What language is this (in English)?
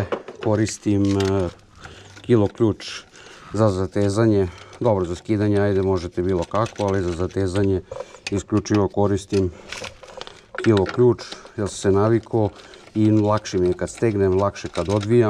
Serbian